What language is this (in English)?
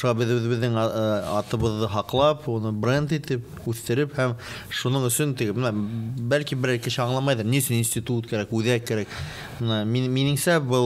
Bashkir